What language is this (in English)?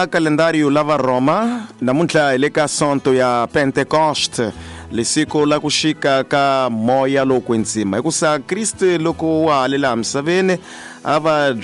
Tsonga